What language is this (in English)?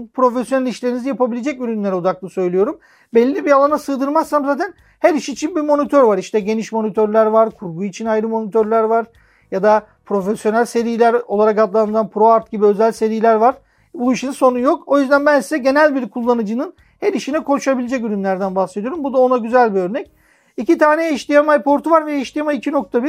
Turkish